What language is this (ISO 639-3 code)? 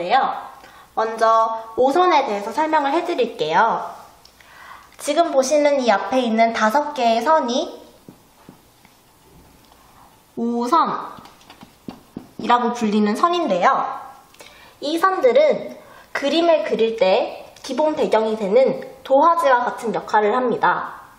kor